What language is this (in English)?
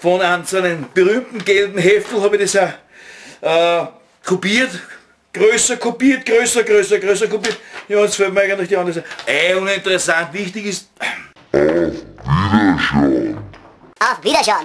Bavarian